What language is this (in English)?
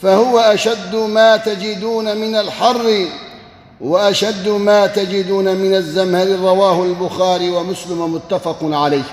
Kurdish